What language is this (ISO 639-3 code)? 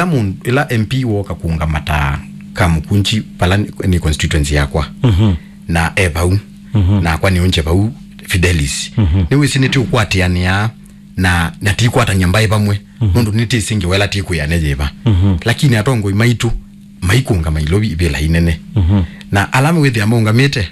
kam